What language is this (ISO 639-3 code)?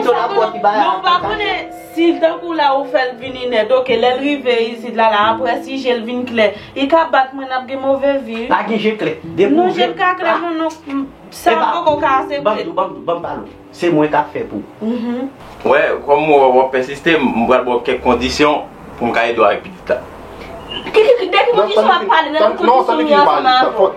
hat